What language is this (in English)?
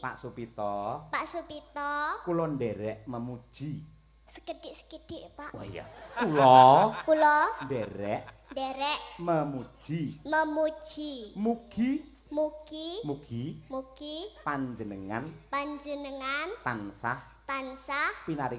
Javanese